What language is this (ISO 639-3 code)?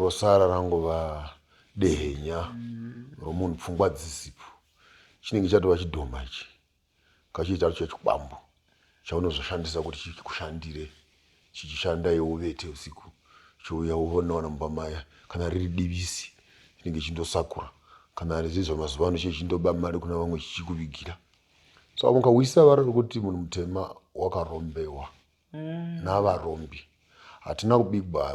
sna